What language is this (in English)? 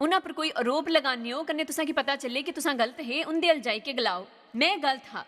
Dogri